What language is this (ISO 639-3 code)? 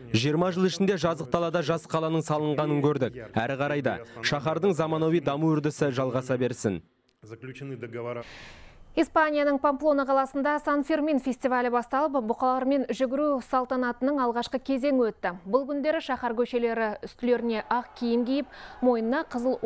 kaz